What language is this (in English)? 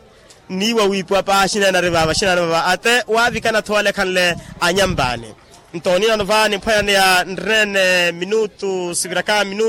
Makhuwa